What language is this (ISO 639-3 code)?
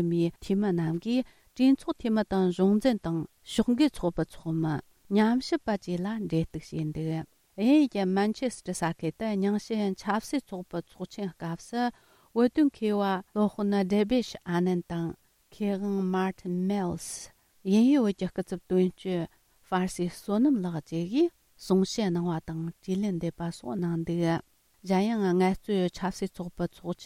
bod